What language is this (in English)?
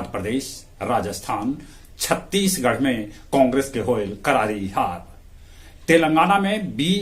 Magahi